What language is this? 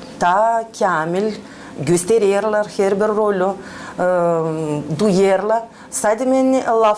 Gagauz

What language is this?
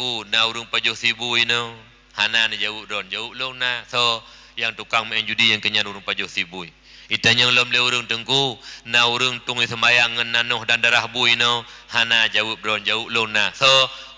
Achinese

